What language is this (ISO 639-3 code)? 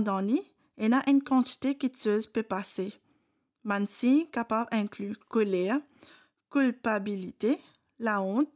mfe